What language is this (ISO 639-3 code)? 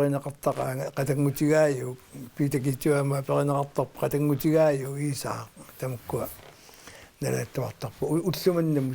kal